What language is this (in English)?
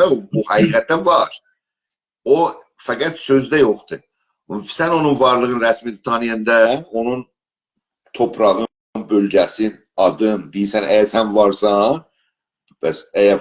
South Azerbaijani